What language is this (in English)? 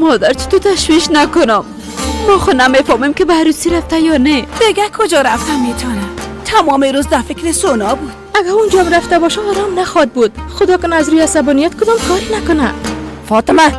Persian